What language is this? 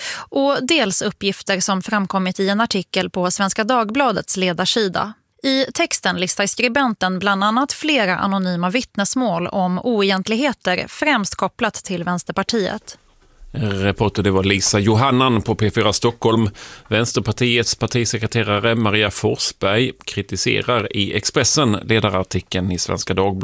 Swedish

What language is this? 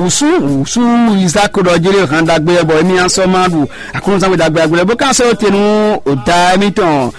Fon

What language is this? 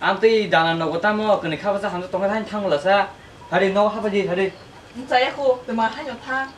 Kok Borok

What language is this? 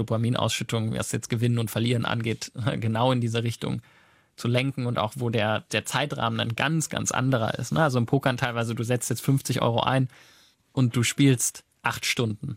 German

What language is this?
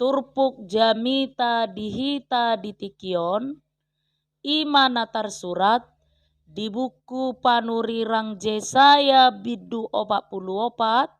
Batak Toba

